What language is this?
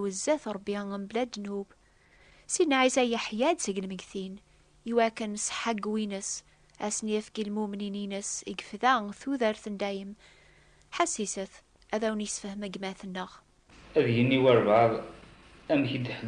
Kabyle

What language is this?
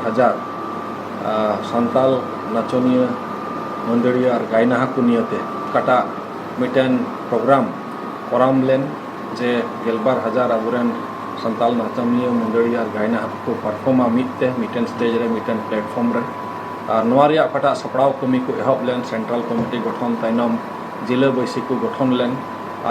Santali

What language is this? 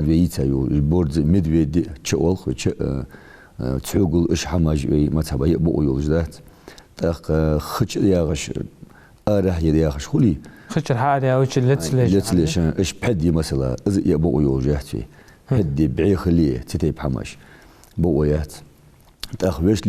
Ingush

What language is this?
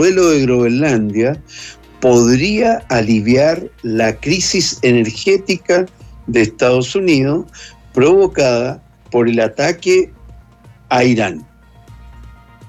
Spanish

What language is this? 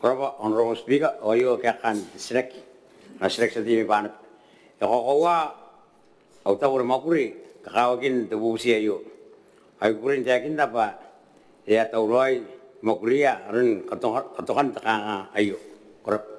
Gilbertese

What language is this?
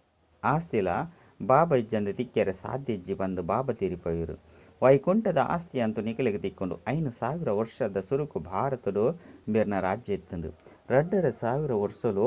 Tulu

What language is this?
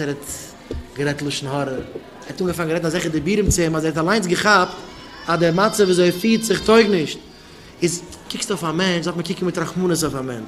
Yiddish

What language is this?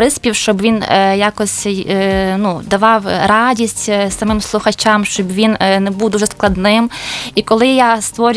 Ukrainian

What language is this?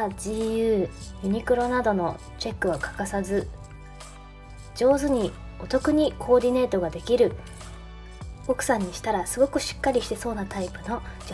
Japanese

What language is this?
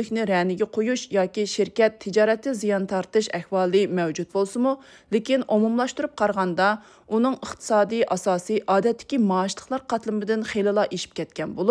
Uyghur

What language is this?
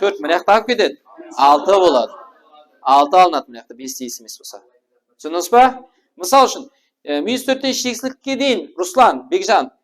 Kara-Kalpak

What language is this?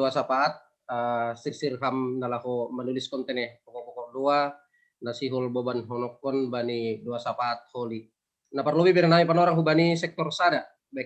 Batak Simalungun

